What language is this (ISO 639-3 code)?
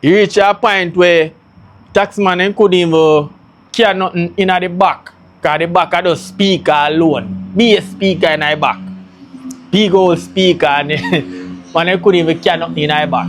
jam